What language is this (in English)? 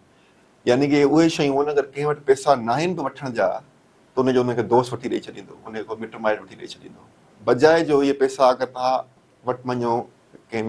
Sindhi